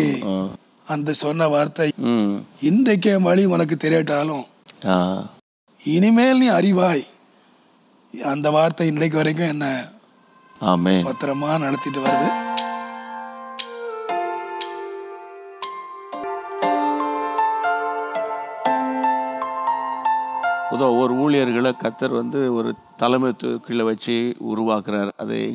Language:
Tamil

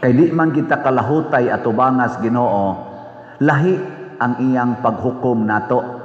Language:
Cebuano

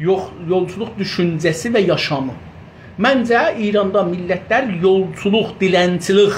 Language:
South Azerbaijani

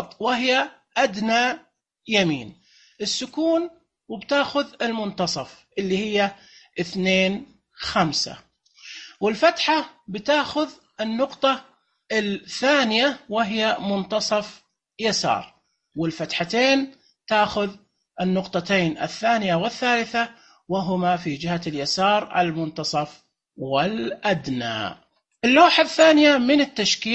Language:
Najdi Arabic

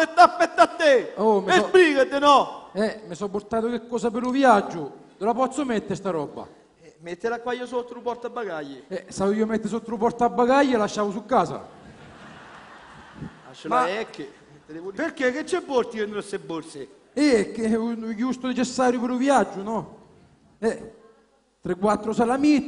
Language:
Italian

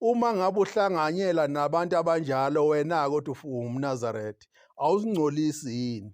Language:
Zulu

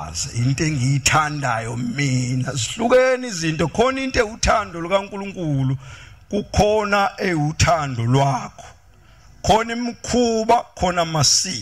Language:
Zulu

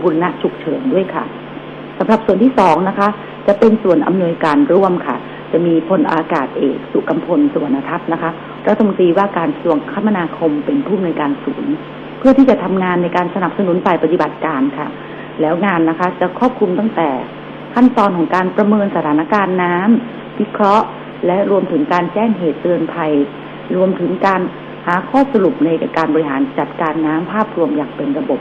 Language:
Thai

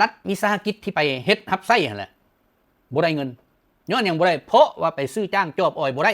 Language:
Lao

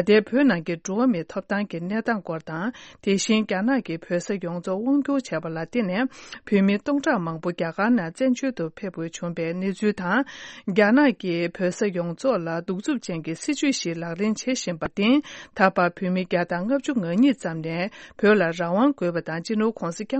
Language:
Tibetan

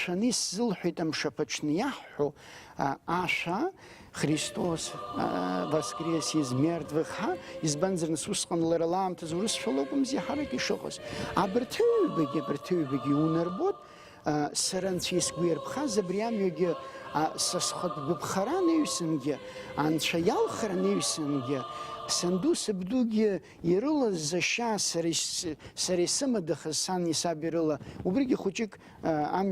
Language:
Abkhazian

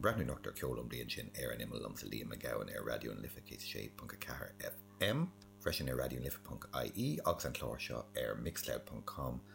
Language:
Irish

